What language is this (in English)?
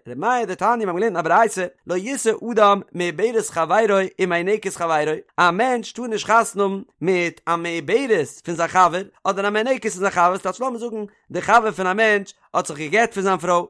Yiddish